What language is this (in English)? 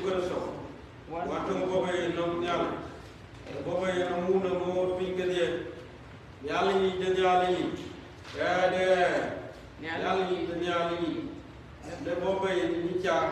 Dinka